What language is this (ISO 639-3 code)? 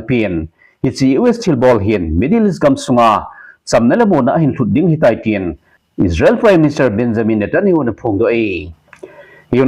tcz